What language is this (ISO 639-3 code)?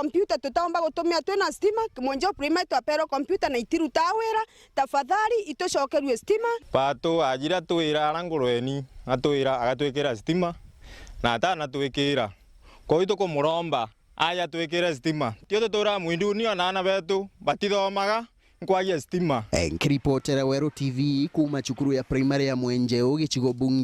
mer